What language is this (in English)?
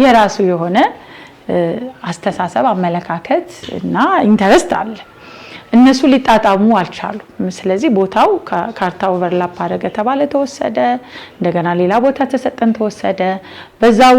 Amharic